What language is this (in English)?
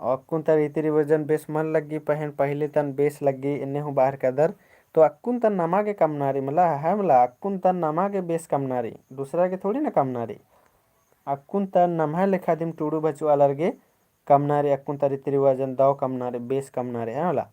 Kurukh